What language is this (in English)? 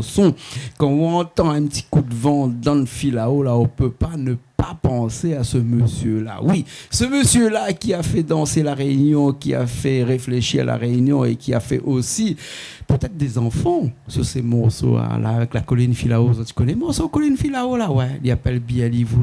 Réunion Creole French